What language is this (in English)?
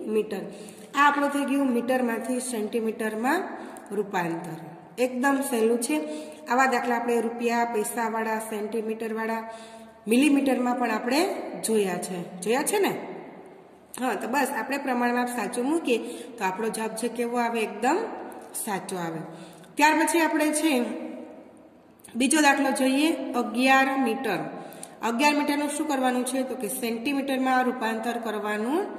Gujarati